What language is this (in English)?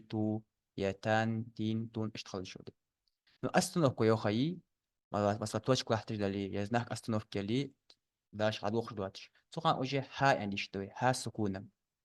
Ingush